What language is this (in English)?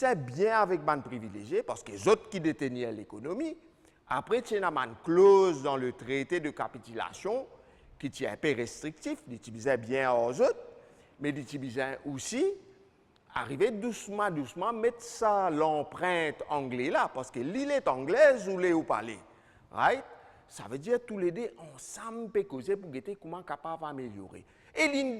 Morisyen